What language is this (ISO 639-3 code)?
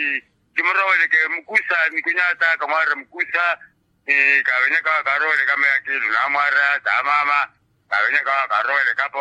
vmw